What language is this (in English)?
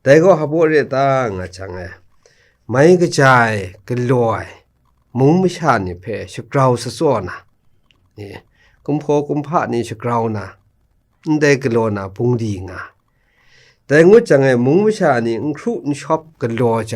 Kachin